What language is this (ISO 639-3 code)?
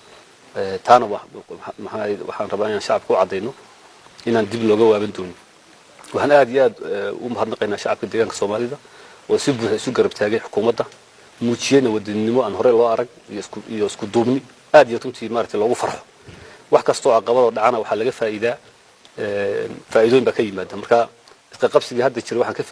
som